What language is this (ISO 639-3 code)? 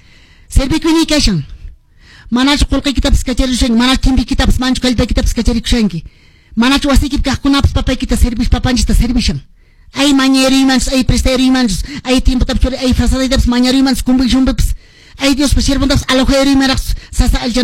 que